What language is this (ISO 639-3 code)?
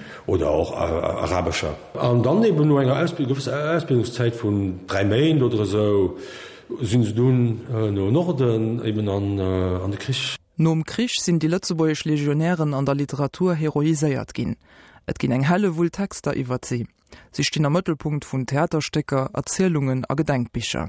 ltz